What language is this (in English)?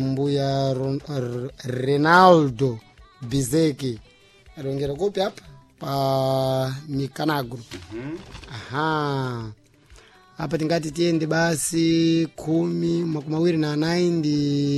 Sena